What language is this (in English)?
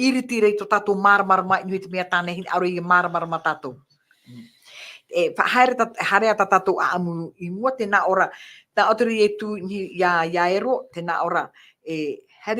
Tahitian